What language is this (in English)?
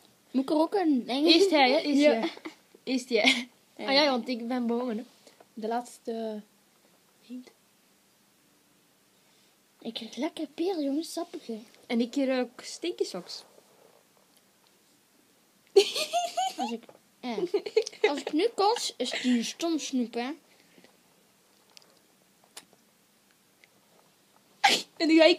Dutch